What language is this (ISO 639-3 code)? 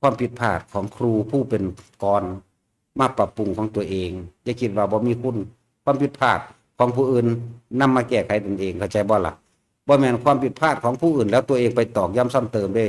lao